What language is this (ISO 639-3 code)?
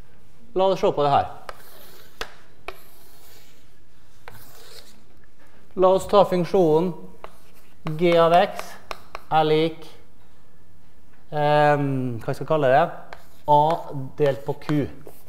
nor